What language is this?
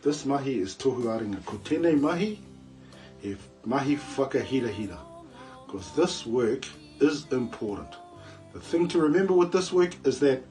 Māori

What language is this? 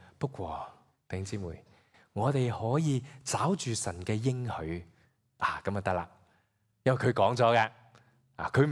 Cantonese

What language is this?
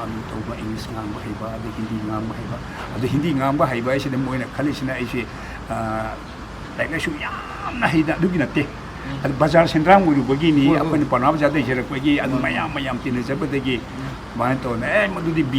Manipuri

